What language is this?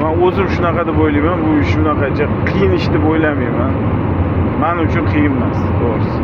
Uzbek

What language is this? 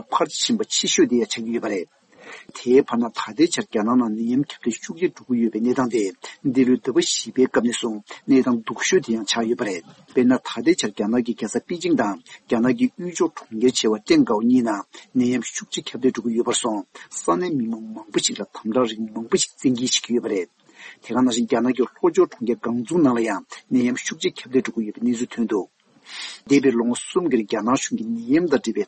Tibetan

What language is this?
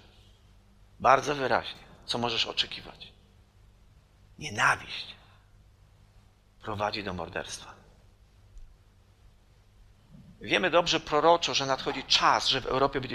Polish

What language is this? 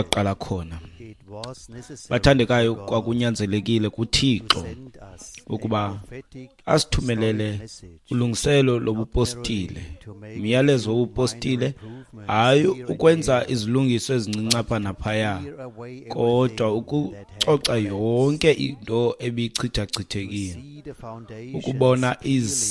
Xhosa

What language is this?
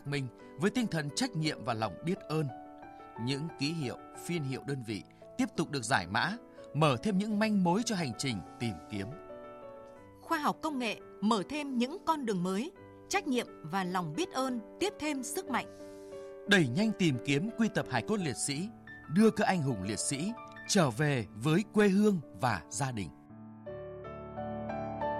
Vietnamese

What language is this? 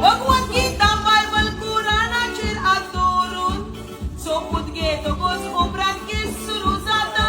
Konkani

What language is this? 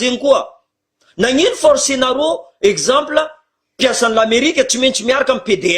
Malagasy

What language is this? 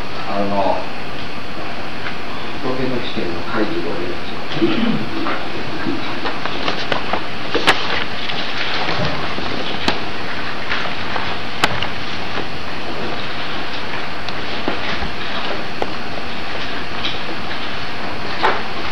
Japanese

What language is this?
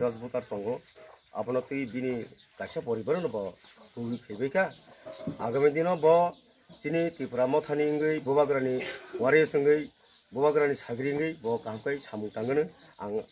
Kok Borok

